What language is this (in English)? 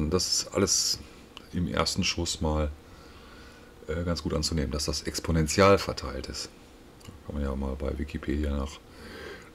German